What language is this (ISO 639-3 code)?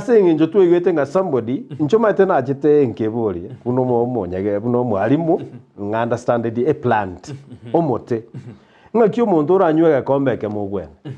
guz